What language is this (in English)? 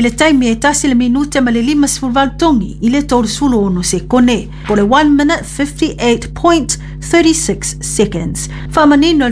Samoan